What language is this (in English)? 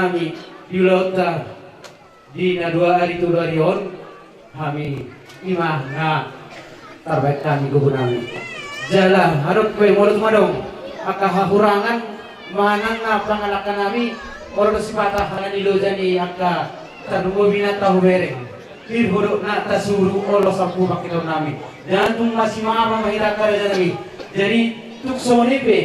Batak Toba